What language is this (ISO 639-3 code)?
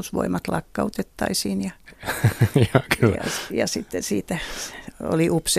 fin